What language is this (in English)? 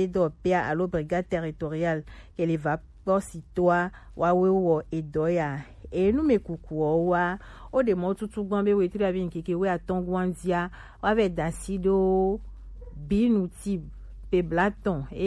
Gen